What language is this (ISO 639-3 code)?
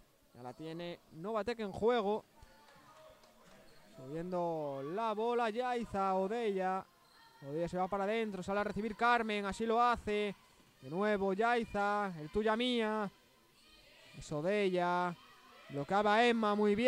spa